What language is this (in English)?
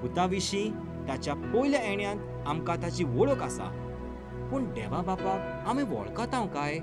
Konkani